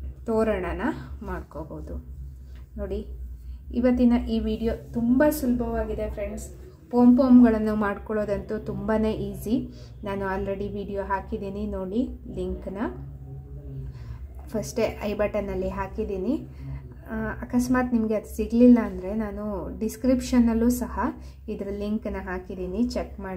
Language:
Kannada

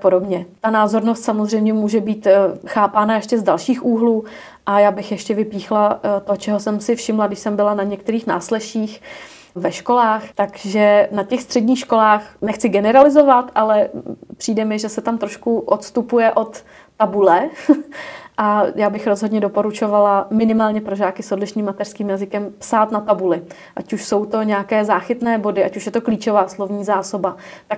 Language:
Czech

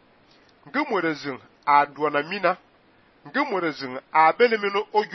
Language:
Fang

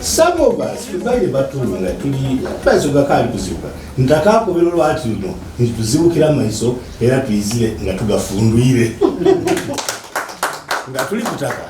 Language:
Soga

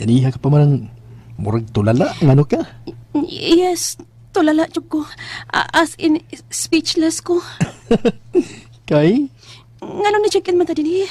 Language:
Cebuano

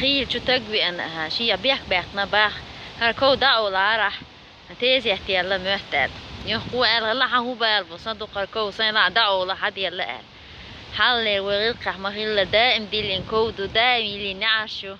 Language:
Chechen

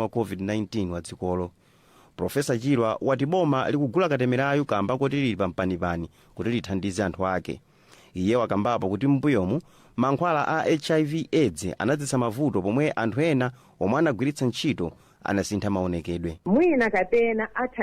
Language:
Nyanja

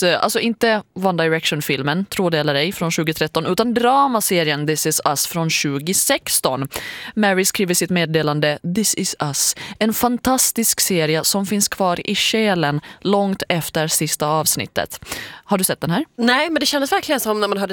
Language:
Swedish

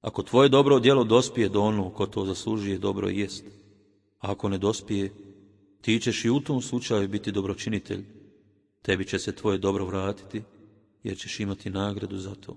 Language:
Bosnian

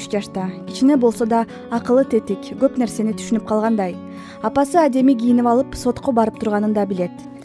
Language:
Kyrgyz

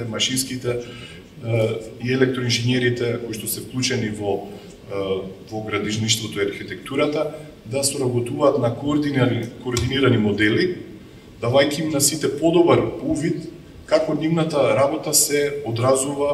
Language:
Macedonian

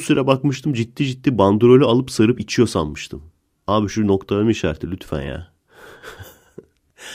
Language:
Turkish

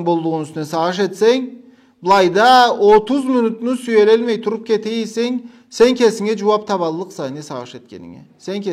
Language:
Karachay-Balkar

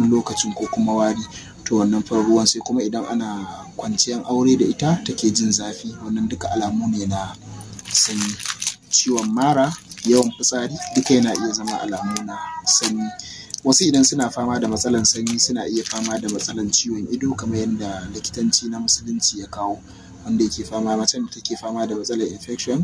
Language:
Hausa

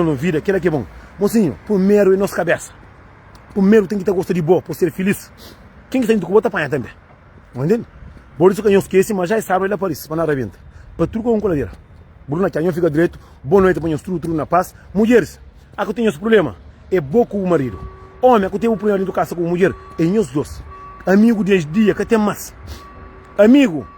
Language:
Kabuverdianu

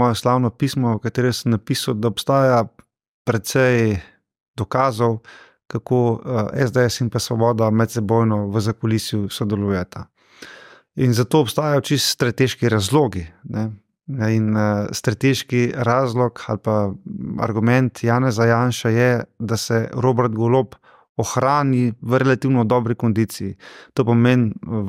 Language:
Slovenian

